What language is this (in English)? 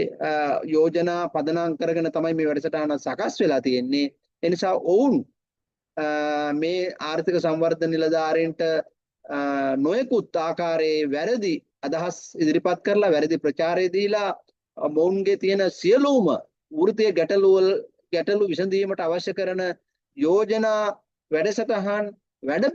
Sinhala